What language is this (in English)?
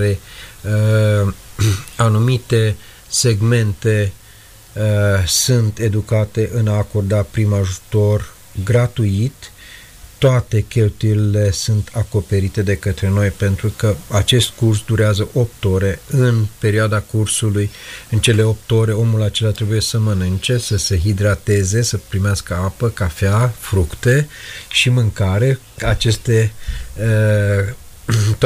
Romanian